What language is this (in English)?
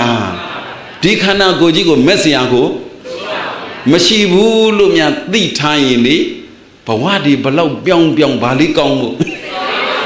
Burmese